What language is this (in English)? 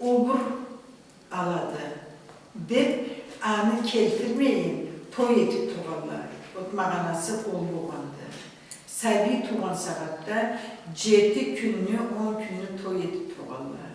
Karachay-Balkar